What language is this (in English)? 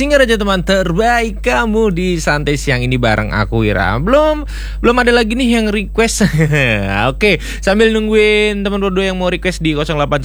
Indonesian